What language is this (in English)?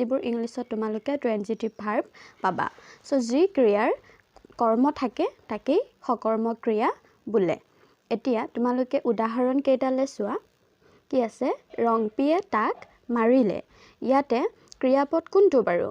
Assamese